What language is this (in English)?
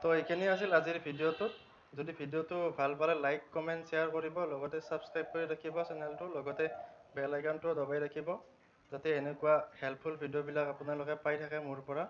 Assamese